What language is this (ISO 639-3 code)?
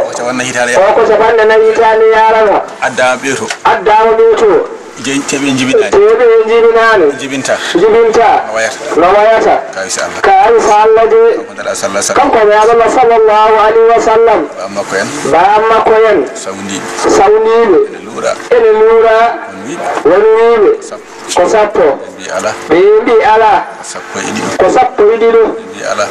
ful